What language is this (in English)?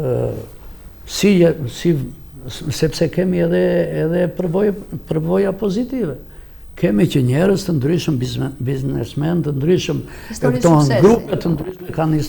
Albanian